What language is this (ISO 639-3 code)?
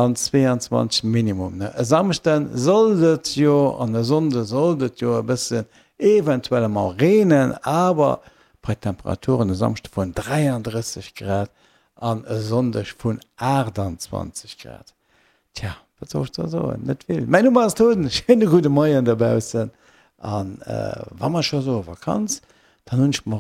ltz